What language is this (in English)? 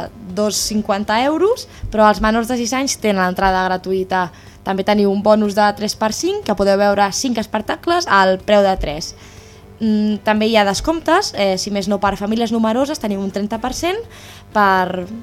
Catalan